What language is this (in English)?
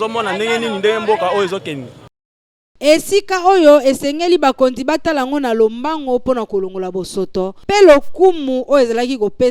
Lingala